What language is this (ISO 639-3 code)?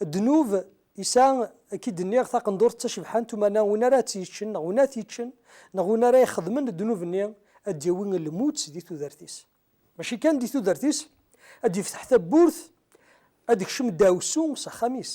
kab